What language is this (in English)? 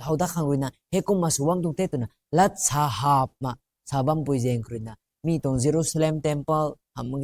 Rongmei Naga